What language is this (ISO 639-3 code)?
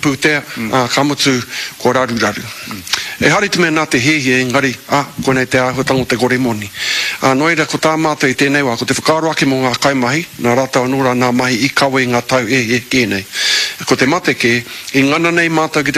mri